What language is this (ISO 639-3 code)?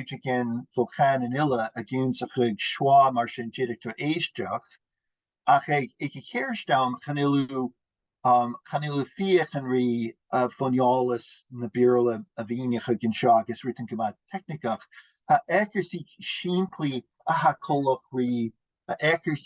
gla